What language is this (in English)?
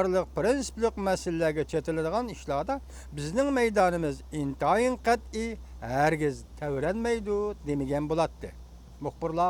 Uyghur